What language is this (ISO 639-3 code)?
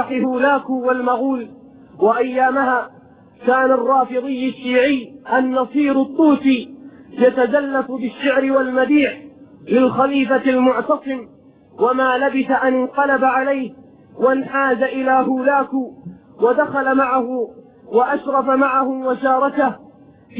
ara